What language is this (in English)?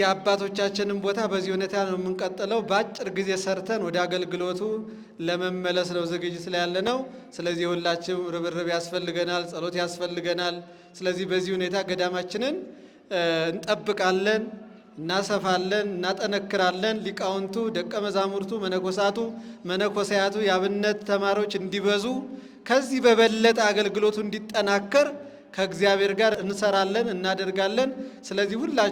Amharic